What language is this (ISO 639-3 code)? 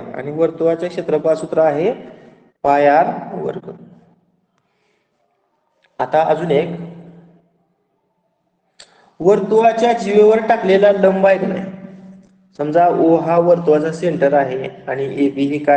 mar